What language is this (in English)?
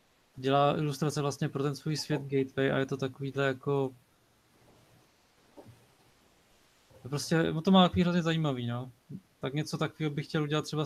Czech